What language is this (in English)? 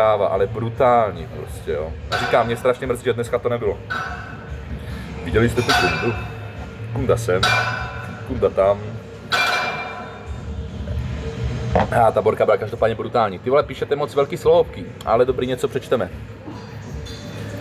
Czech